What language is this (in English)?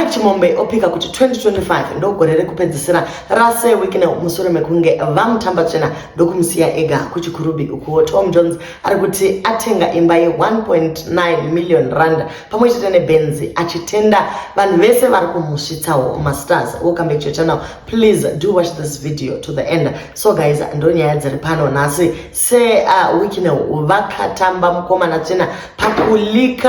Shona